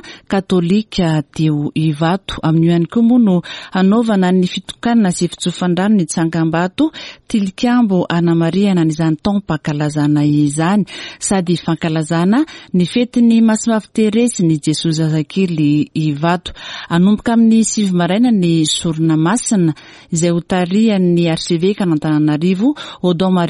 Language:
Malagasy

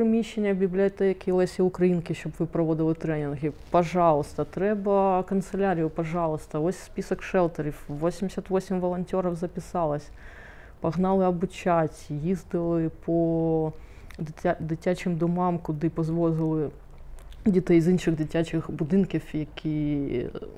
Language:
Ukrainian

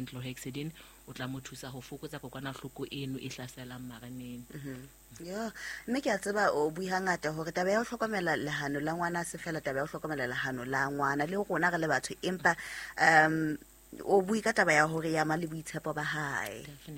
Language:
Southern Sotho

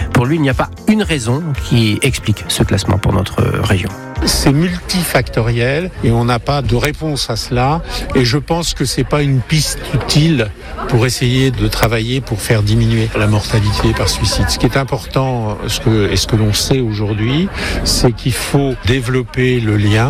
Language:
French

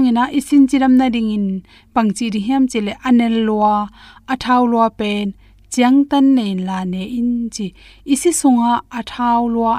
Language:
Tedim Chin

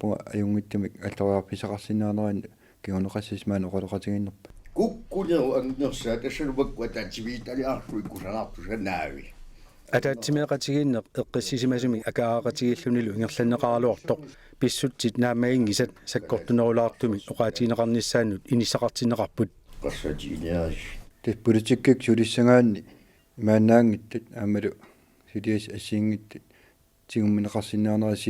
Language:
Kalaallisut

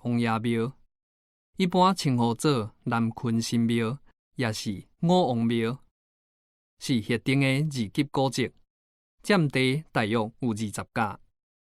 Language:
Min Nan Chinese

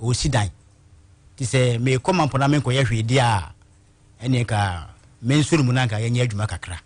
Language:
Akan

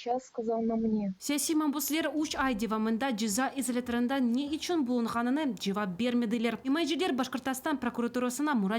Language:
Crimean Tatar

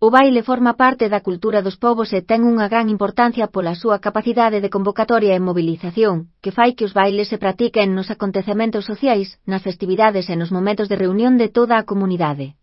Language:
Galician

